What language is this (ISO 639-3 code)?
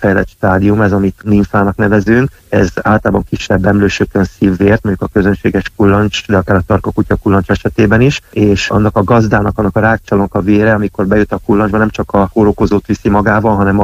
hun